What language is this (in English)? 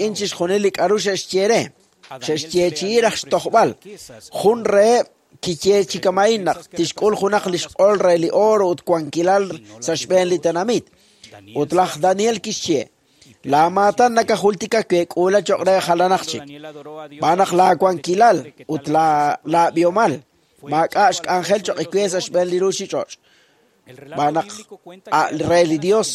Kekchí